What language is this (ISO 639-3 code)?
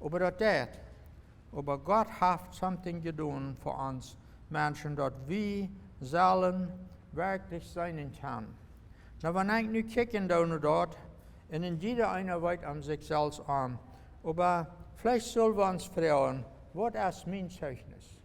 pdt